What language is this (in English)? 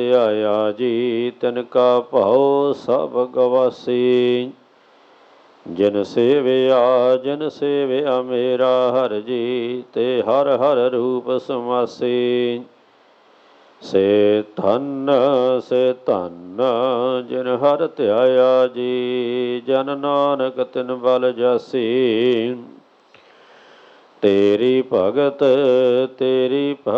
Punjabi